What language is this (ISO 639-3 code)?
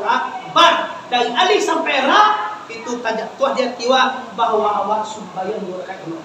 min